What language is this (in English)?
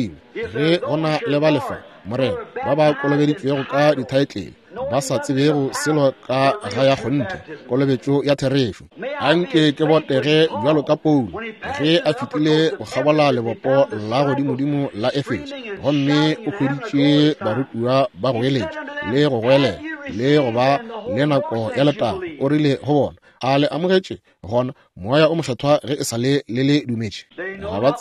Northern Sotho